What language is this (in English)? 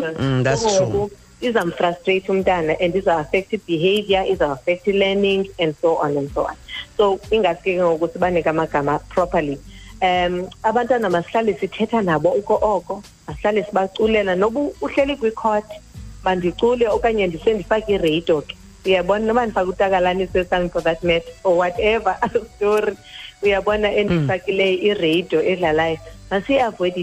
Xhosa